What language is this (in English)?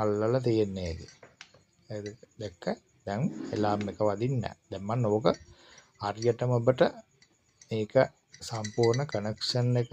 Sinhala